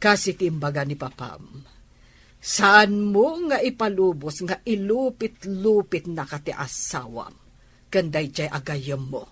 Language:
Iloko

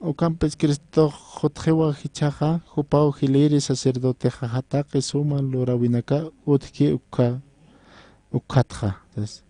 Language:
Aymara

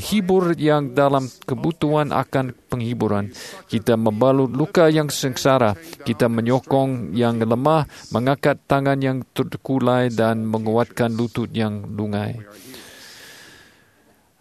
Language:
Indonesian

